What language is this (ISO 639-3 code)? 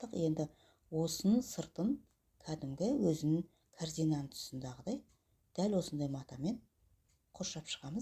kaz